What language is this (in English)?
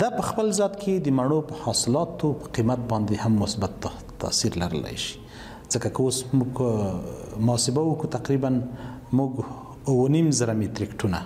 Pashto